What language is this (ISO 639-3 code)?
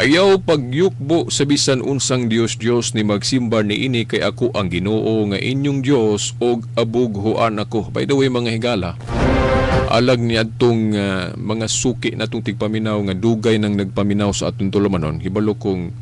ceb